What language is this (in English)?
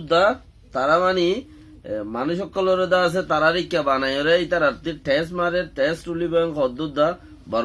Rohingya